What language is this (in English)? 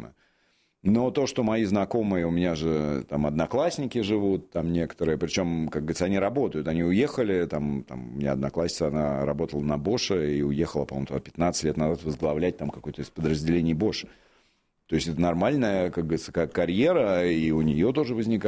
Russian